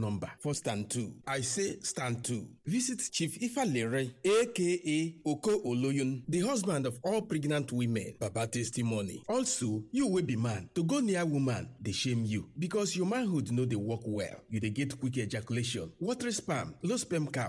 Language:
Nigerian Pidgin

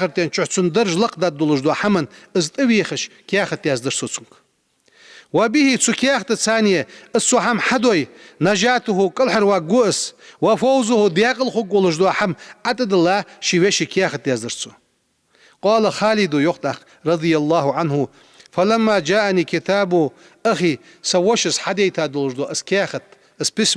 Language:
Ingush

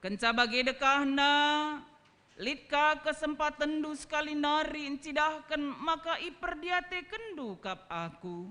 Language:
Batak Karo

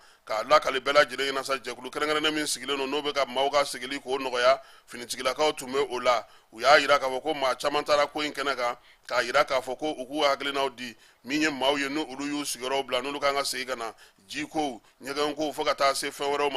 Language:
Bambara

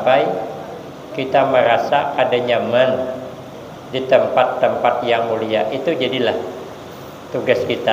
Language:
Banjar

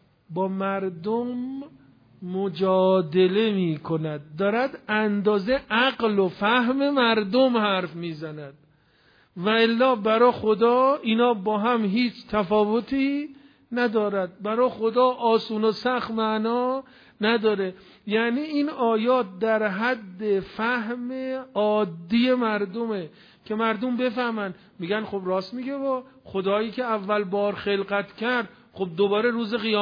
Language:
Persian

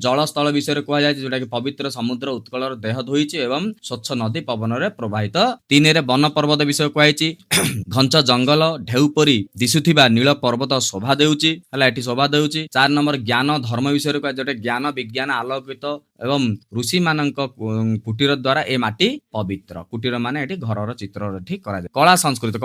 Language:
Odia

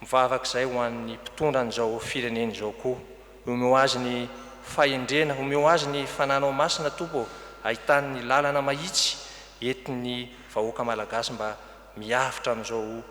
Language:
Malagasy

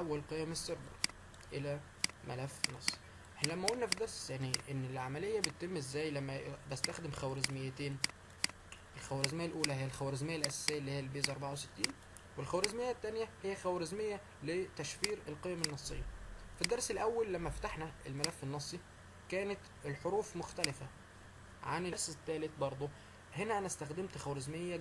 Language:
Egyptian Arabic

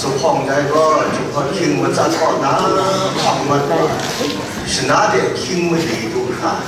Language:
Kachin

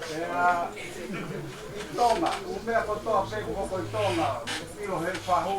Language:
Tongan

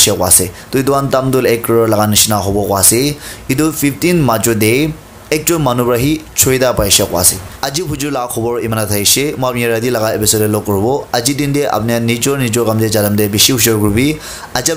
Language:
Naga Pidgin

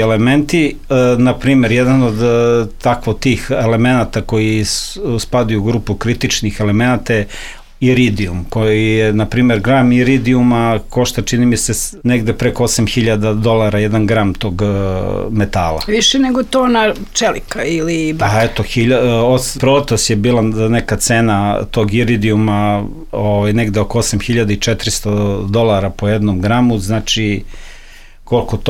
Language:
Serbian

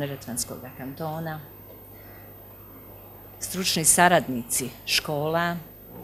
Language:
Bosnian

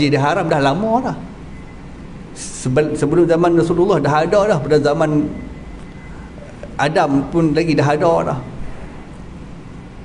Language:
Malay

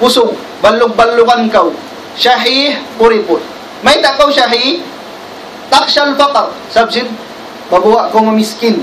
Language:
Tausug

